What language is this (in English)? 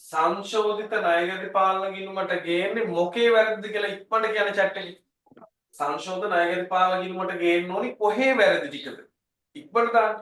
Sinhala